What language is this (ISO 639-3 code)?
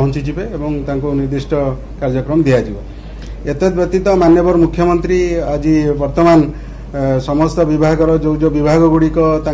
ori